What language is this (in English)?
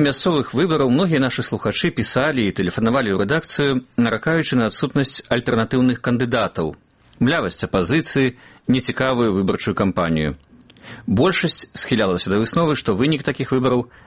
Belarusian